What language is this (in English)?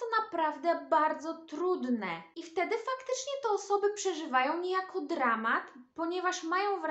Polish